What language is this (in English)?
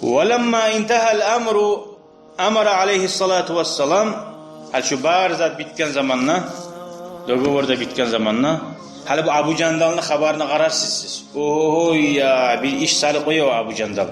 Kumyk